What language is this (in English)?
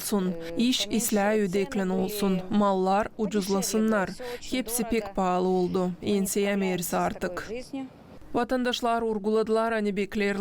Gagauz